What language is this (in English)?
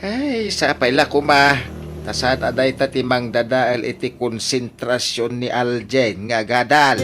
Iloko